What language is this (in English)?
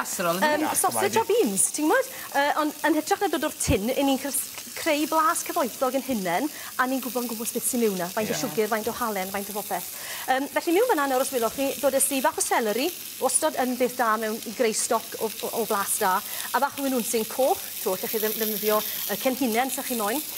Welsh